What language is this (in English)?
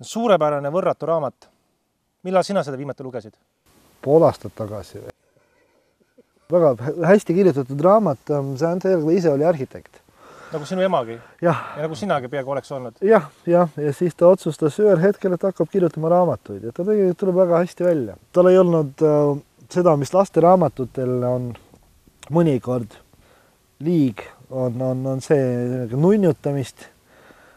Estonian